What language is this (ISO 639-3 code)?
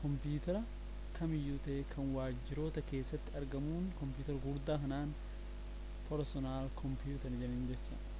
orm